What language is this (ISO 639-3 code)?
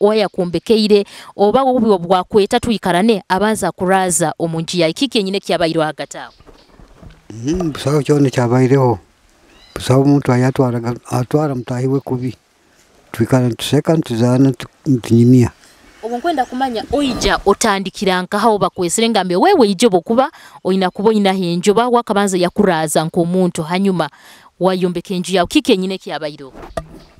nyo